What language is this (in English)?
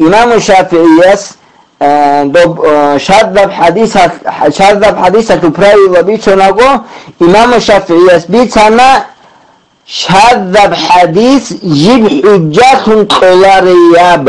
Avaric